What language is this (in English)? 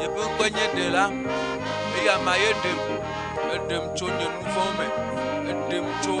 Ewe